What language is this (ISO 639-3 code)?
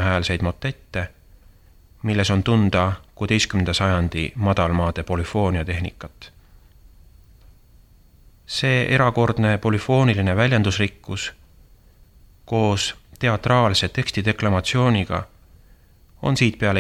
est